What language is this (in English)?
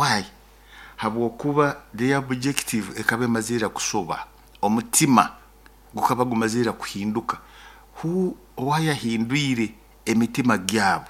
Nyoro